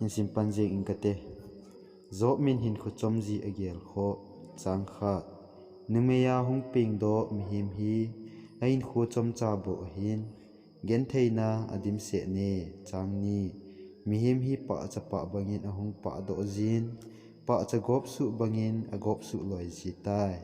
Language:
Thado Chin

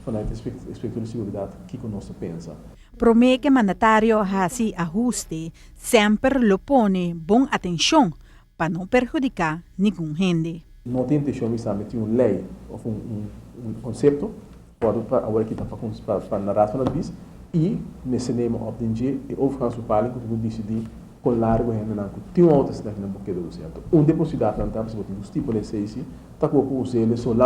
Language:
Papiamento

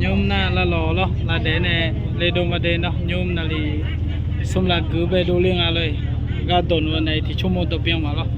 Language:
Akha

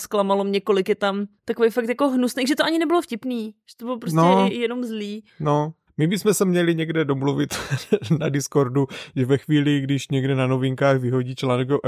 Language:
Czech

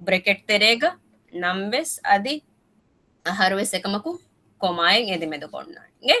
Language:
Divehi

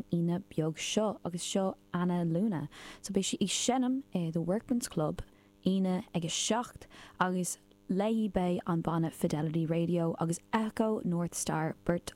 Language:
Irish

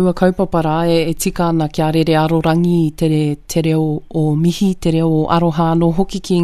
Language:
Māori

